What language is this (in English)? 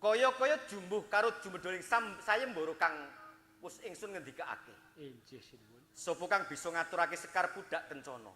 Javanese